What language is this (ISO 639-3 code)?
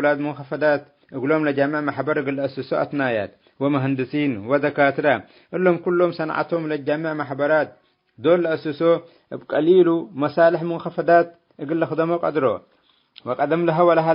tig